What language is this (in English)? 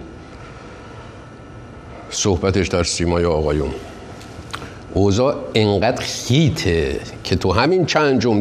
Persian